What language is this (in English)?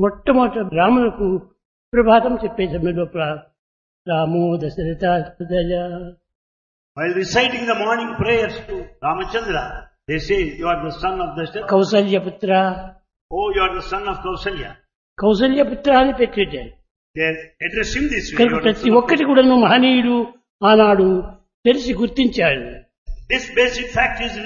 Telugu